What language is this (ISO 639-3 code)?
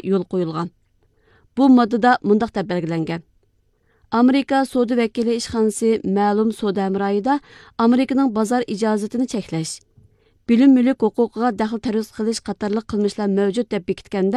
uig